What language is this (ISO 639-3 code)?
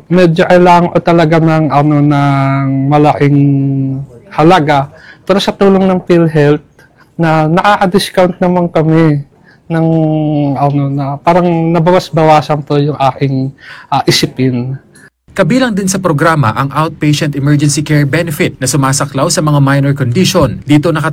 fil